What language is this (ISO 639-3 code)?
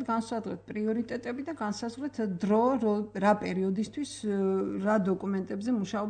kat